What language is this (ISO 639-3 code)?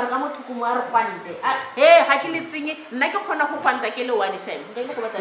tsn